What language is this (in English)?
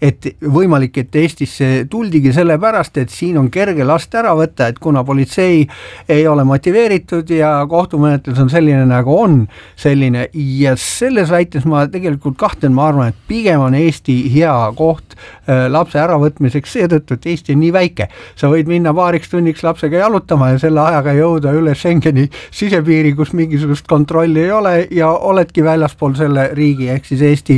Estonian